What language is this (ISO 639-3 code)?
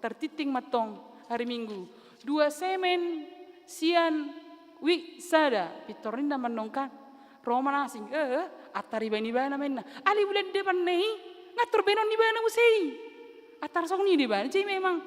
bbc